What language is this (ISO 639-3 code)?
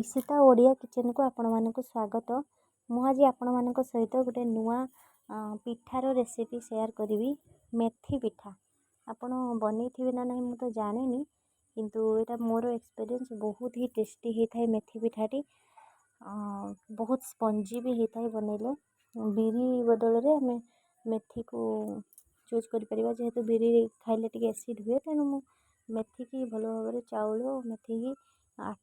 ori